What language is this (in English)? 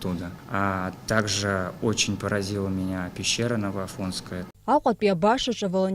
Abkhazian